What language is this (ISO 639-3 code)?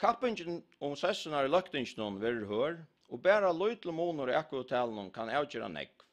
fao